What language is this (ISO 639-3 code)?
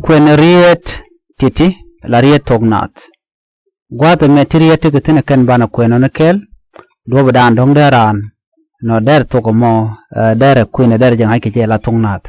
nus